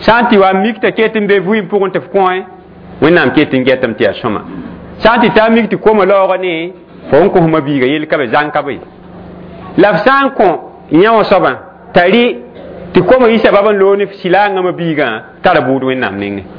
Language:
Mossi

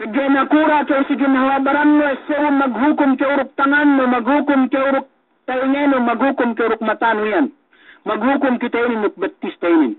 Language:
Yakan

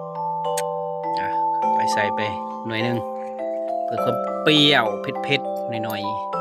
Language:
Lao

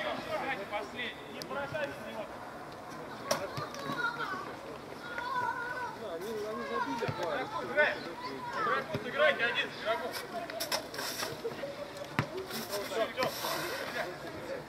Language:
Russian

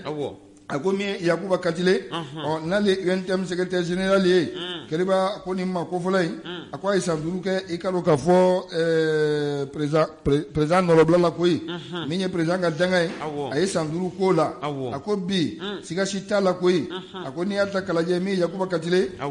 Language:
Bambara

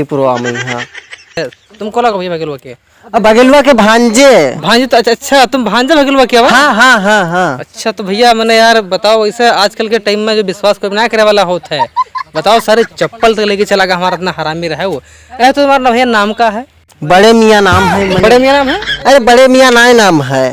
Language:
Awadhi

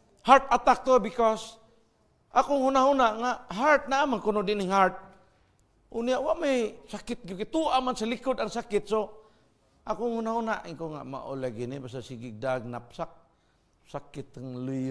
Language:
Cebuano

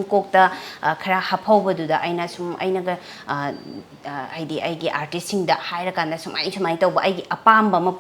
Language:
Manipuri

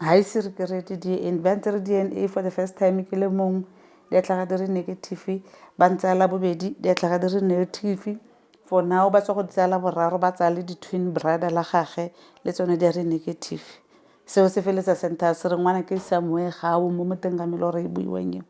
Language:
Tswana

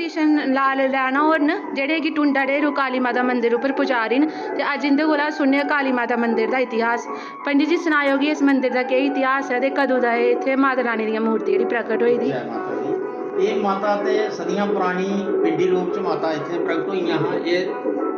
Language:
Dogri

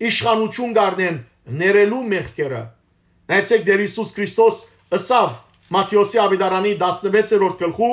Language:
Western Armenian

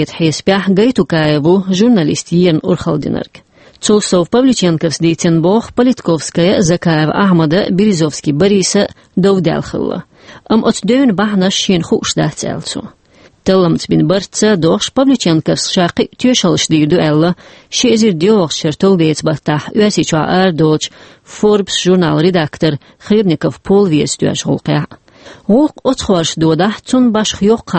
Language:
Chechen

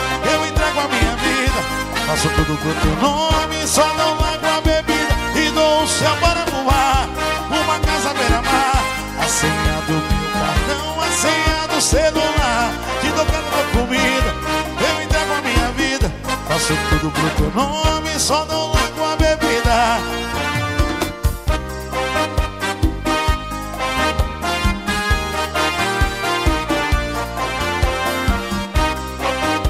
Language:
Portuguese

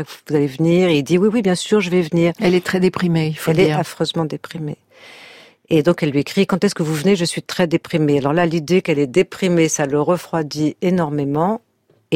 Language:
French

